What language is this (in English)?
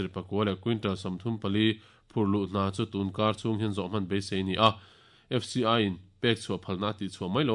Mizo